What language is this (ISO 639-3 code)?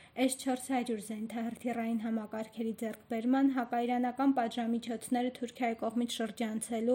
hye